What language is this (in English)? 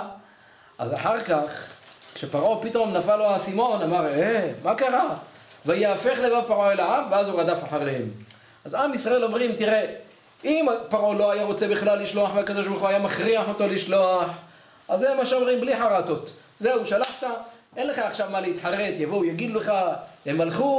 Hebrew